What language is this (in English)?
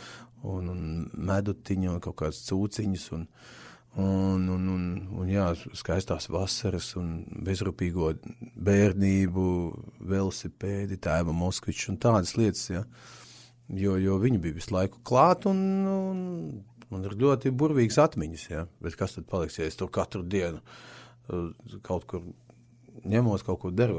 Latvian